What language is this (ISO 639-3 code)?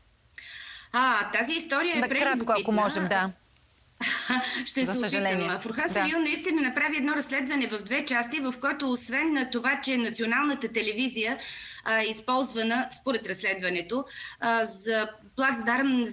bul